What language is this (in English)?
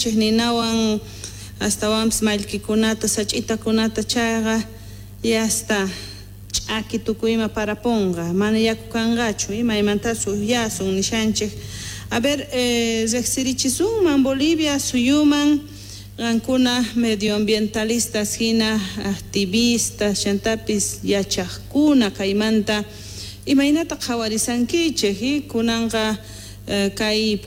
Quechua